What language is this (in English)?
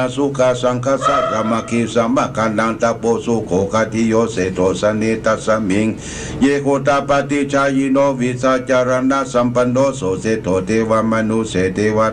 Pali